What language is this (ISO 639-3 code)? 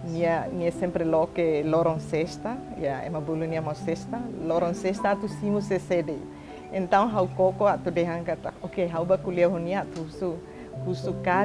tet